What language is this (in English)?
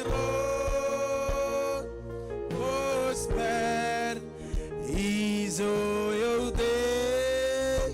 Marshallese